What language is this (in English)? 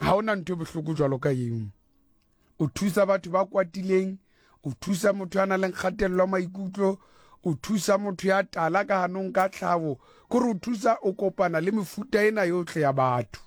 Southern Sotho